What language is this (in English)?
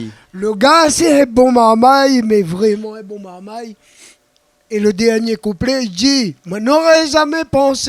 Réunion Creole French